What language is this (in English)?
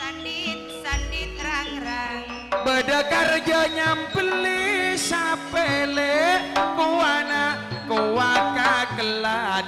Madurese